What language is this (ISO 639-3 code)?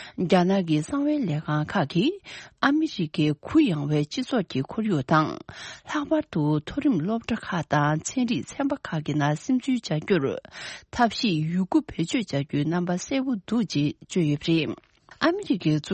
bod